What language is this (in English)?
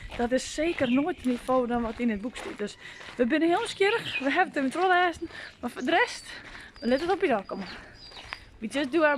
Western Frisian